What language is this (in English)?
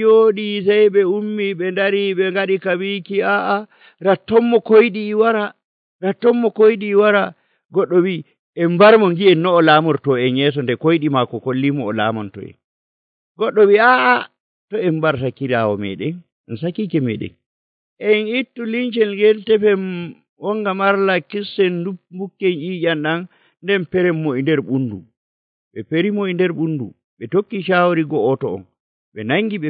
Nigerian Fulfulde